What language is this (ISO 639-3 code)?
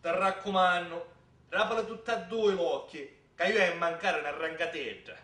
scn